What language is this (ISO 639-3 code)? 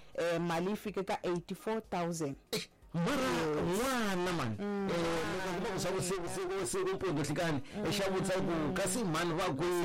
tso